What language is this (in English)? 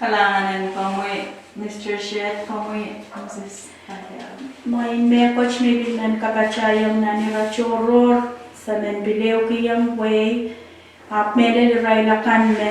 Pohnpeian